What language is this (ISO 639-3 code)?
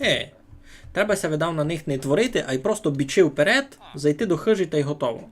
rue